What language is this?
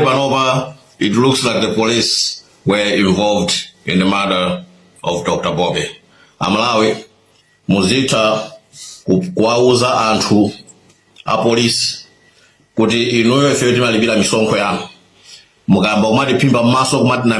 Nyanja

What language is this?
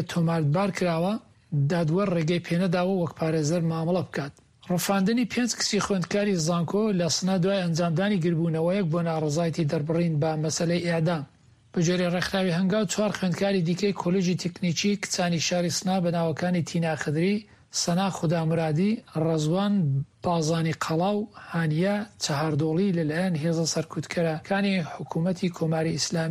Central Kurdish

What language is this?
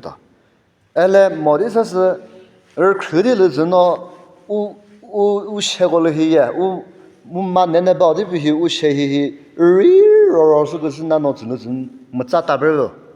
Chokri Naga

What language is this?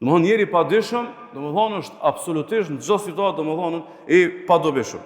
Albanian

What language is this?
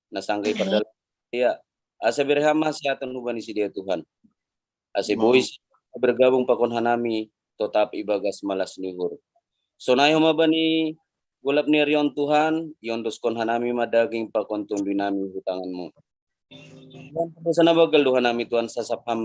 Batak Simalungun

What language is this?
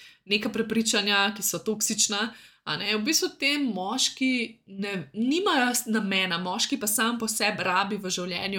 Slovenian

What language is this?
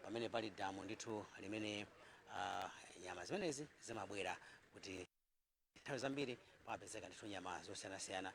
Nyanja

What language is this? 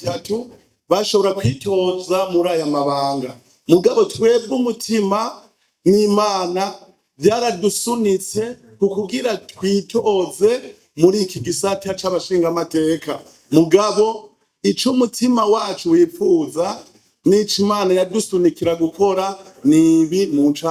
Rundi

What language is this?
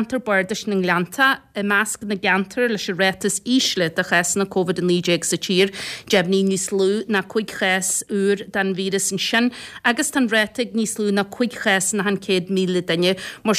Irish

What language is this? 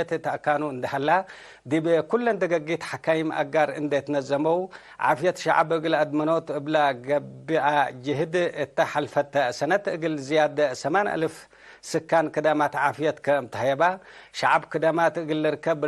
Tigre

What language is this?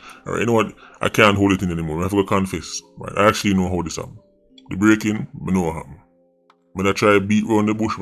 Jamaican Creole English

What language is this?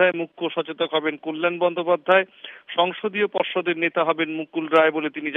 Bangla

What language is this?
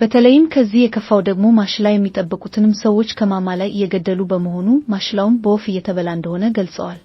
Amharic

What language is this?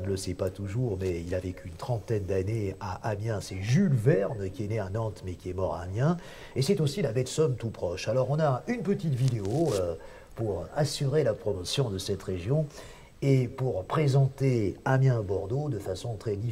French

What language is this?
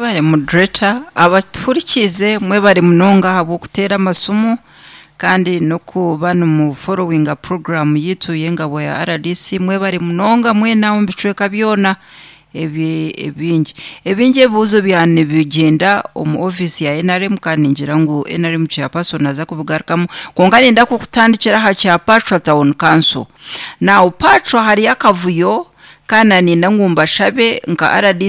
Nyankole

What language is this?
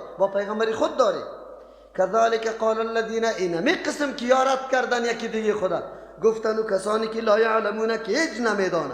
Persian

